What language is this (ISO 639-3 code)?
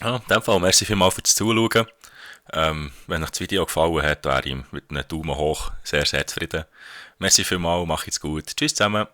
gsw